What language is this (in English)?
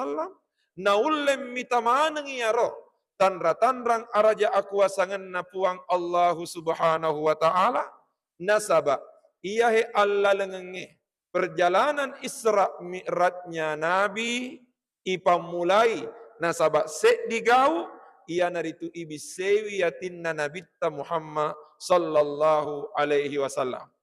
Buginese